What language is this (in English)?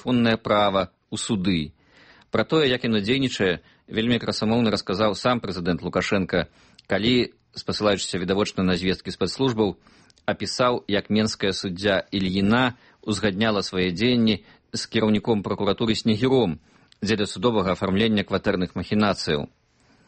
Belarusian